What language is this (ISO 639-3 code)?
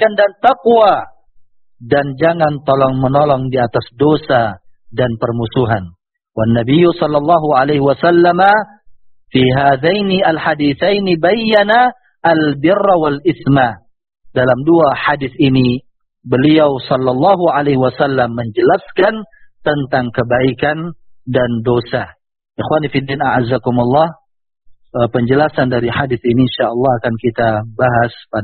ind